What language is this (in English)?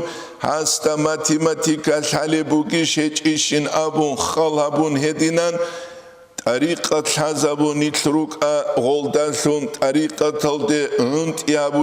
Avaric